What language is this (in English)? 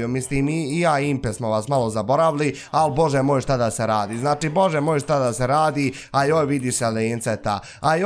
Bosnian